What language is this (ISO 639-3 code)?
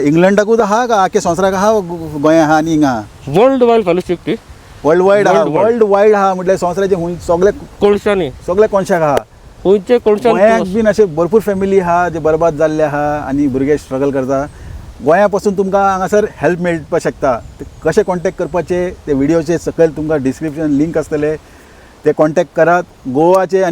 kok